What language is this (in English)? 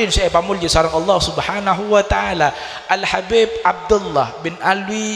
Madurese